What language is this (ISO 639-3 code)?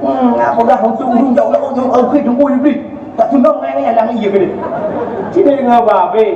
ace